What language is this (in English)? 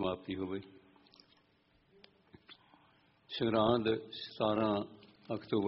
Punjabi